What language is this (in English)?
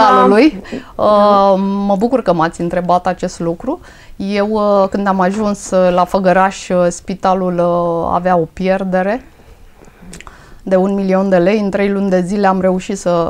Romanian